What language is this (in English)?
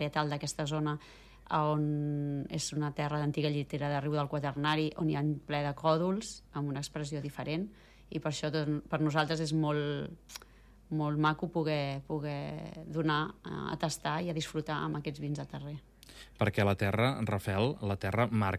Catalan